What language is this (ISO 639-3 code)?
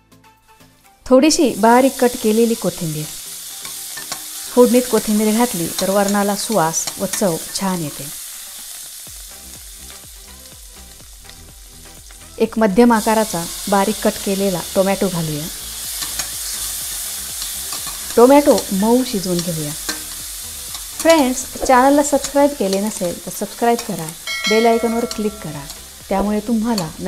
mar